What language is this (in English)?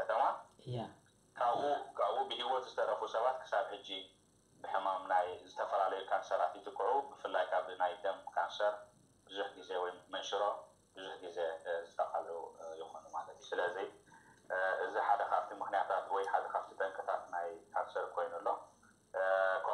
Tigrinya